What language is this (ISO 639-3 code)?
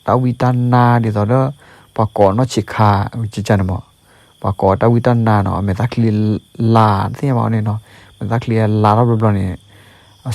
ksw